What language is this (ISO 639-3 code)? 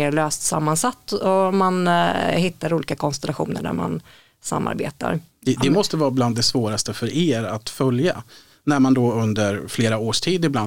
swe